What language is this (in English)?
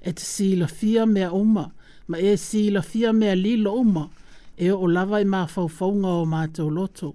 Samoan